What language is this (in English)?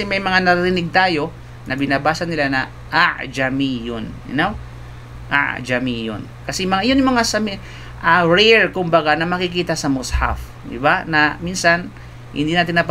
Filipino